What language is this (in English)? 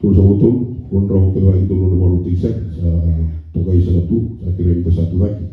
Fijian